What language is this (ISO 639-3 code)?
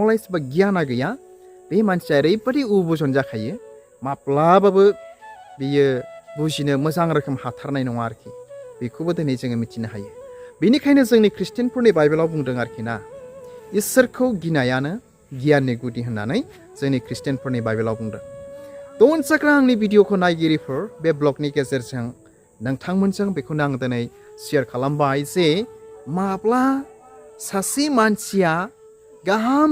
brx